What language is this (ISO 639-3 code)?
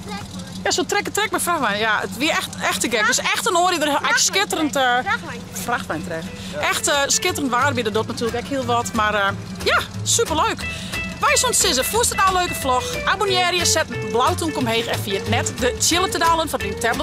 fry